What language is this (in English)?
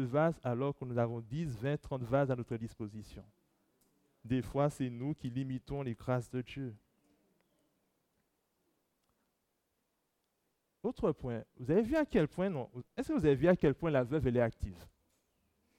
French